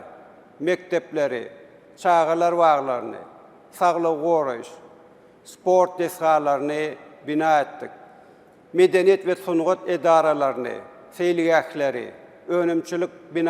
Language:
Turkmen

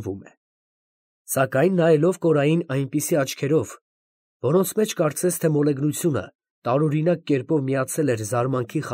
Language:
Armenian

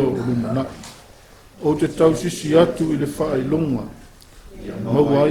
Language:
Samoan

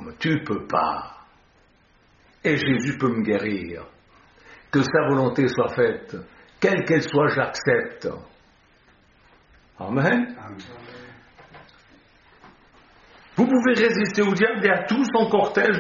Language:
French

